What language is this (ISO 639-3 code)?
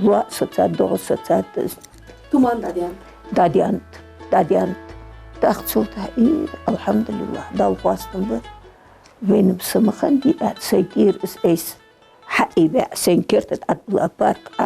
inh